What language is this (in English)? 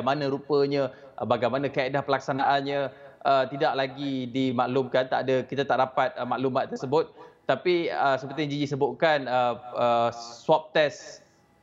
Malay